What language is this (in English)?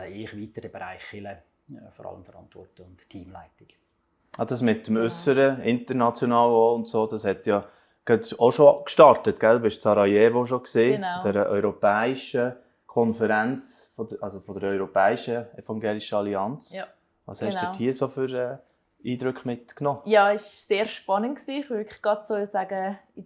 Swiss German